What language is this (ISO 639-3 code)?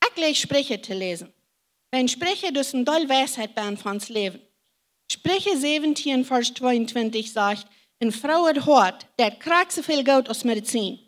pdt